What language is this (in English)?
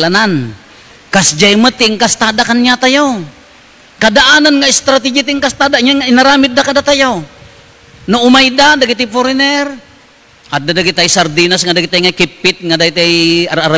Iloko